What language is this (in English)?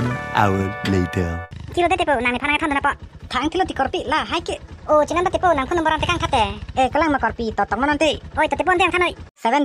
Karbi